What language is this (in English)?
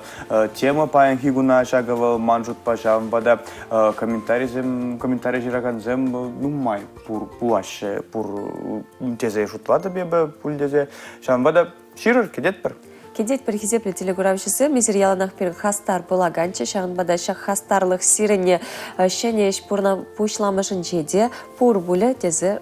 Chuvash